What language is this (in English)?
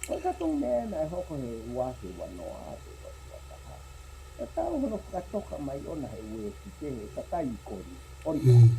Tongan